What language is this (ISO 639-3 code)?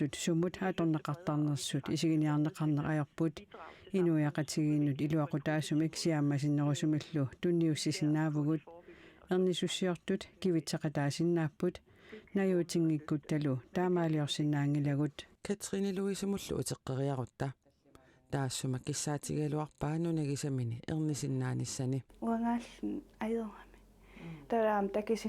kal